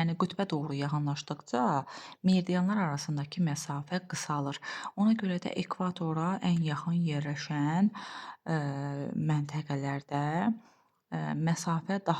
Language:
Azerbaijani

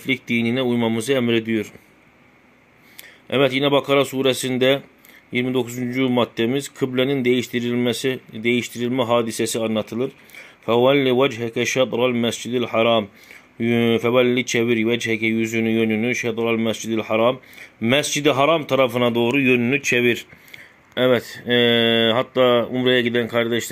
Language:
Turkish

